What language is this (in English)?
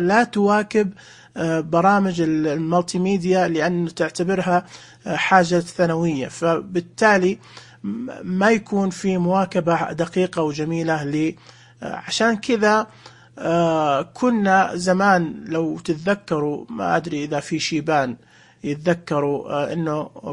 Najdi Arabic